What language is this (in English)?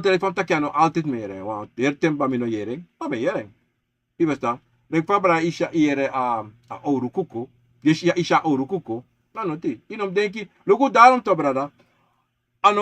Sranan Tongo